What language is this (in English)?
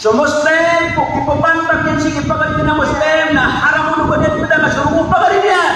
Maranao